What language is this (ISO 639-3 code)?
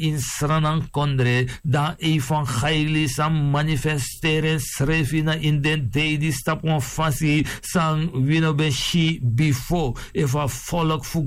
srn